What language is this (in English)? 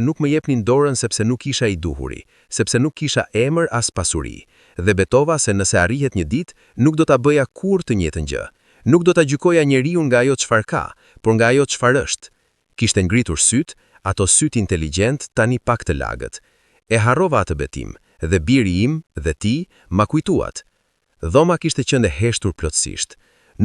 Albanian